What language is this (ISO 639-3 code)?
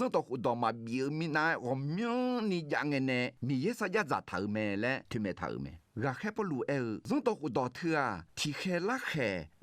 ahk